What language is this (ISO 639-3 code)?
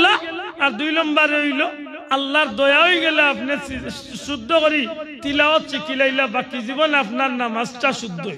syl